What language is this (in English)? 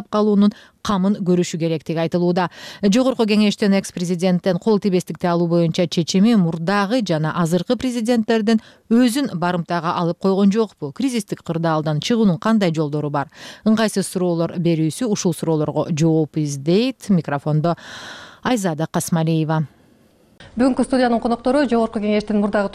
Kyrgyz